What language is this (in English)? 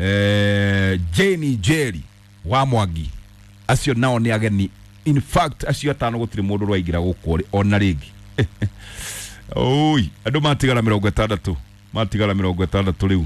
Kikuyu